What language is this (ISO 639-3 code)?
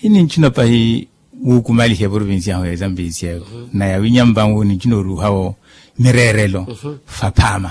vmw